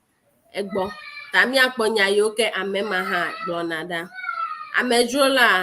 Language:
Ewe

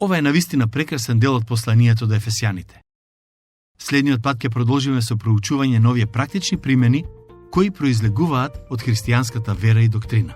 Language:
Macedonian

